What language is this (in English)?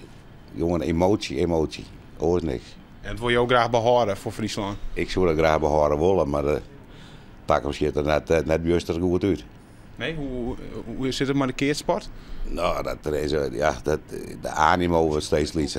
Western Frisian